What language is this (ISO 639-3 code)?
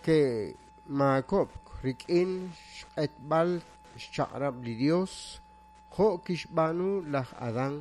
kek